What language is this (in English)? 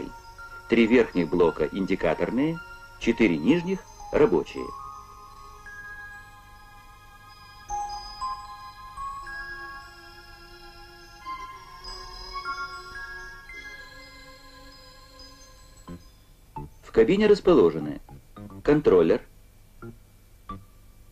Russian